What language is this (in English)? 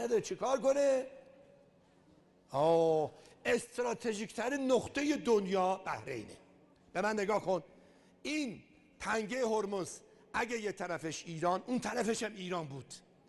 Persian